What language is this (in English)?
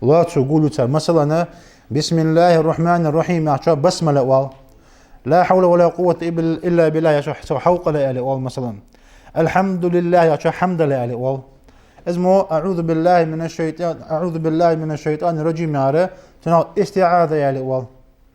Ingush